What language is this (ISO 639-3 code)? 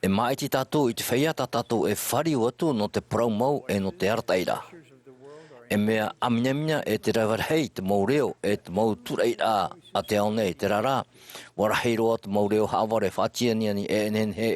tah